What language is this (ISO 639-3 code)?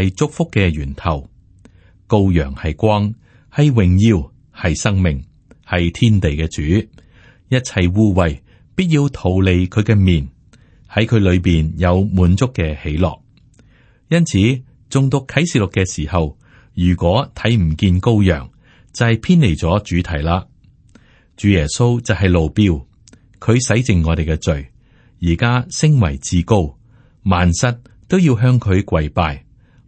yue